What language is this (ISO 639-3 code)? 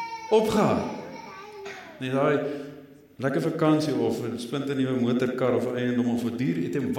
afr